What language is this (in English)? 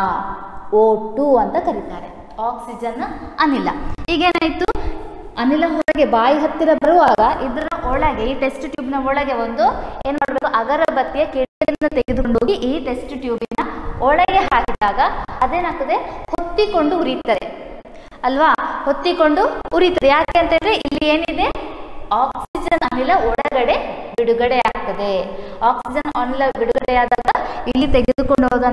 Kannada